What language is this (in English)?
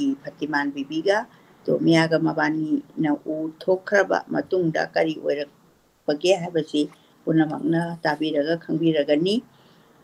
Manipuri